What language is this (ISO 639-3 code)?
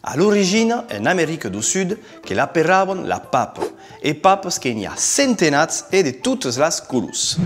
oci